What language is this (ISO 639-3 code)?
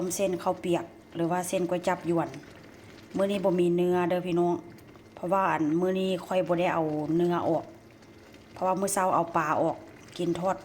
tts